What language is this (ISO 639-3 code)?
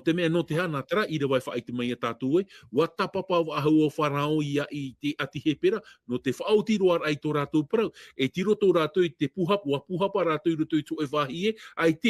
tah